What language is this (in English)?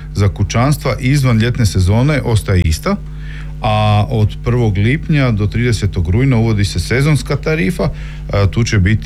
Croatian